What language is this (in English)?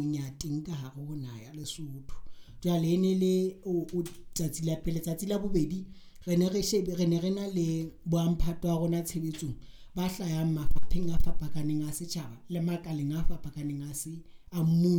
Southern Sotho